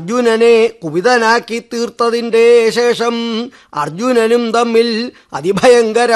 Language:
Malayalam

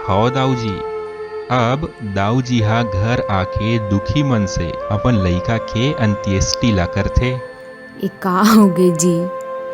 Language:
Chhattisgarhi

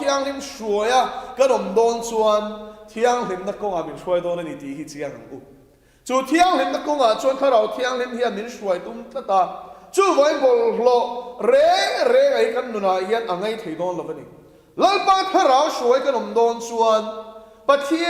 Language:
Mizo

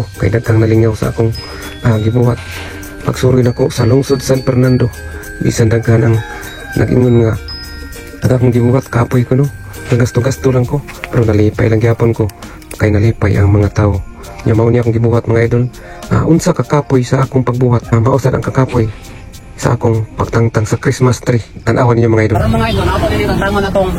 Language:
Cebuano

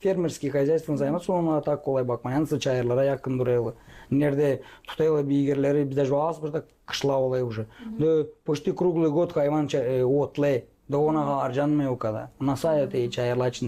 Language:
Gagauz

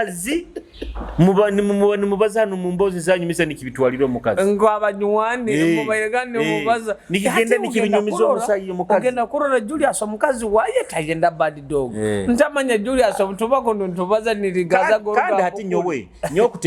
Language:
Nyoro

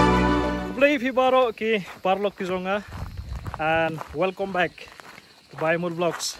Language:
Khasi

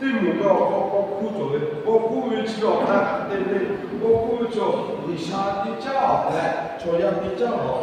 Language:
Lahu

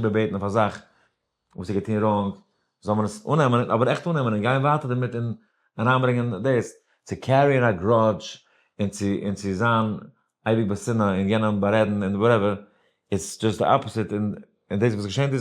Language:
Yiddish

